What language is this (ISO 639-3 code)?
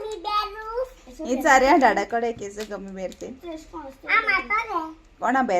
kok